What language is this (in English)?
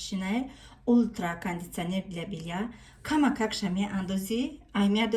Tajik